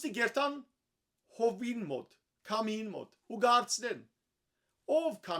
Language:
Western Armenian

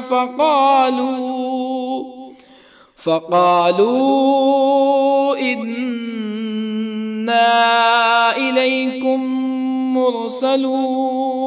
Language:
Arabic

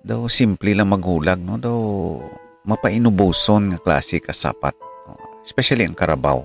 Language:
Hiligaynon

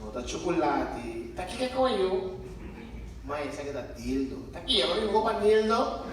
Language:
Papiamento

